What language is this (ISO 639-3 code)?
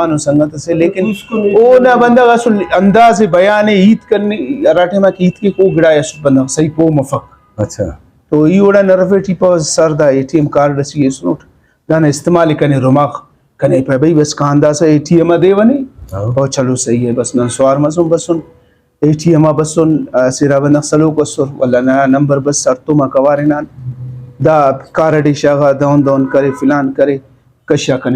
brh